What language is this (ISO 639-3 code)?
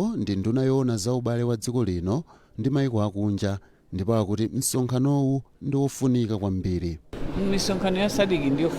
nya